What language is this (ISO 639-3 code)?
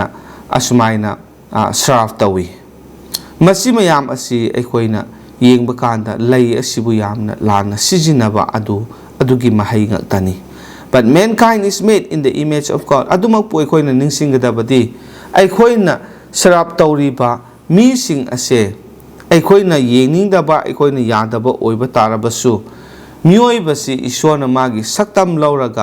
mni